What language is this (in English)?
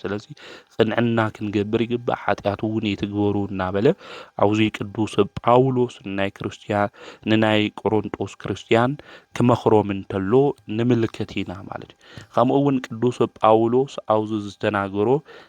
Tigrinya